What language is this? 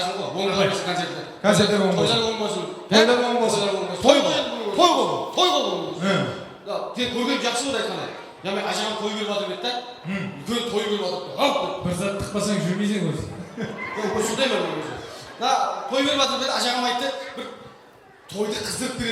Kara-Kalpak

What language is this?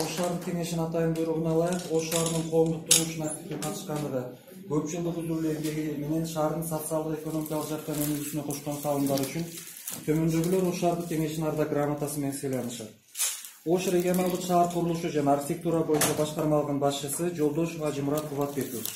Kyrgyz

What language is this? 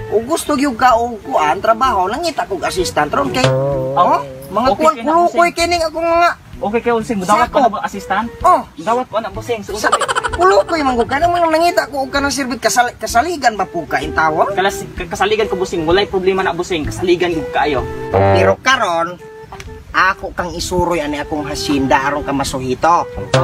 Cebuano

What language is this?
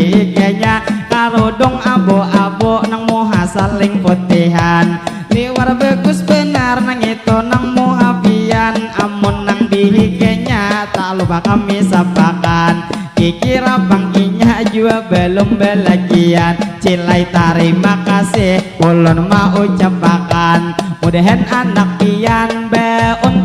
Banjar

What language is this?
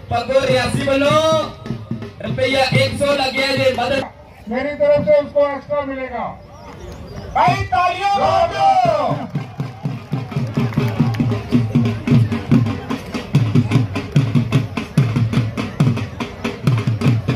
Hindi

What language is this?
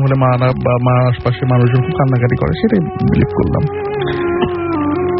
Bangla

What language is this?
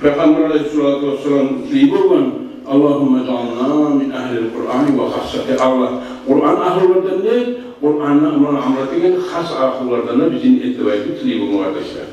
Kumyk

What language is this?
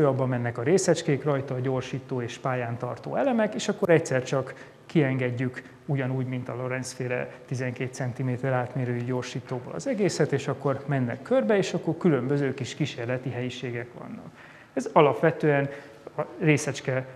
Hungarian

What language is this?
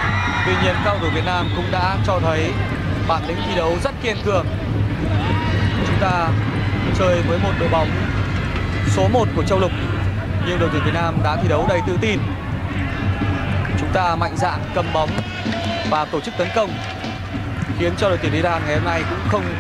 Vietnamese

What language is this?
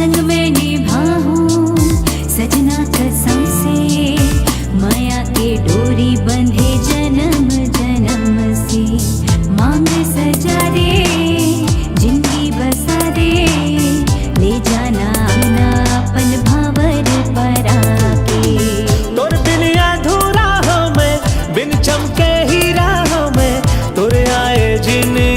Chhattisgarhi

